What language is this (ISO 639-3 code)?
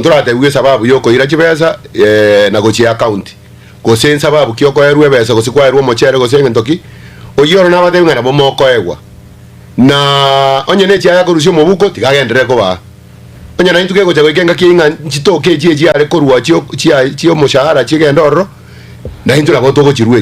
guz